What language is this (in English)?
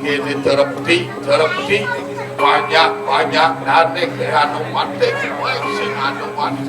Balinese